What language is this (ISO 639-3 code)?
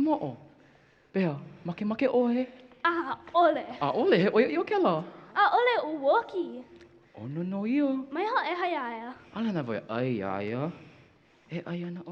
haw